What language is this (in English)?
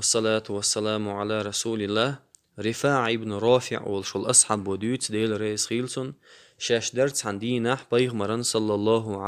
Chechen